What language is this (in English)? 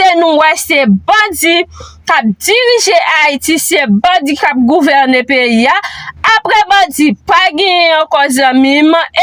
Haitian Creole